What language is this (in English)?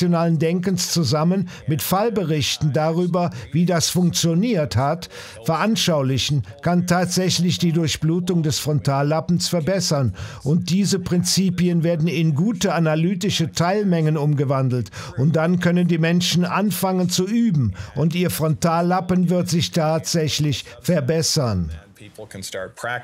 German